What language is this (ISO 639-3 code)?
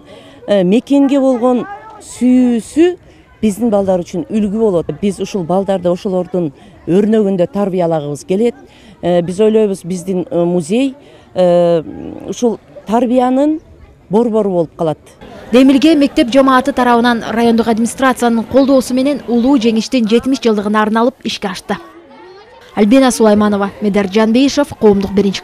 kir